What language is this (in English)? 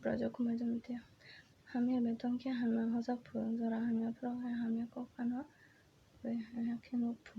Kok Borok